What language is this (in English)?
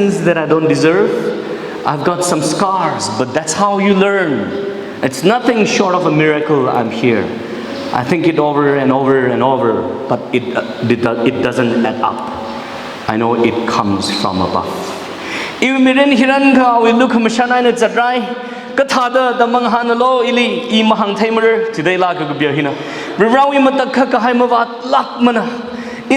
Tangkhul Naga (India)